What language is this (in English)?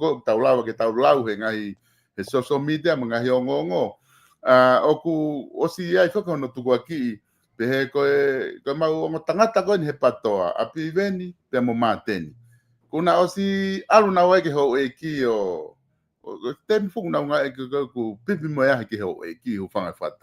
Tongan